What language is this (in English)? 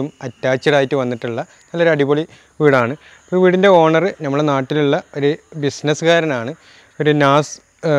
Malayalam